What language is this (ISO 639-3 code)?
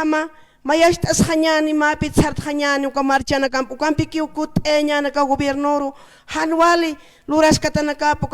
aym